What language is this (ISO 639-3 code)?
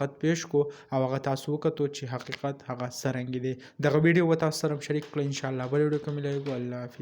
pus